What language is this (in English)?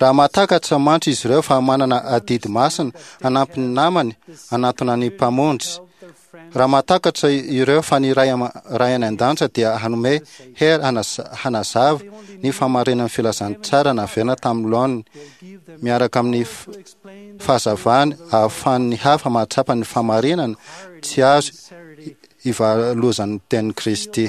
Malagasy